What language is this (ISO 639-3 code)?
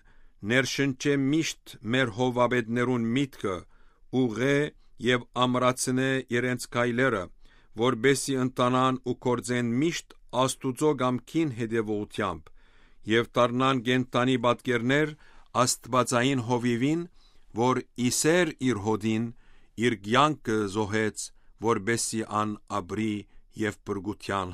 hyw